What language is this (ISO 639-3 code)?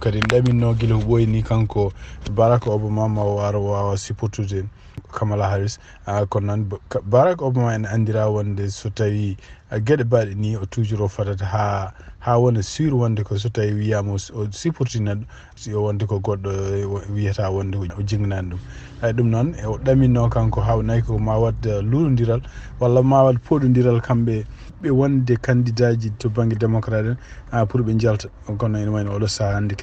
ful